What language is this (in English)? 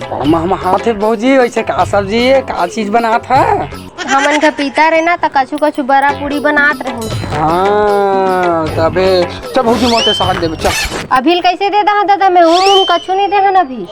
Chhattisgarhi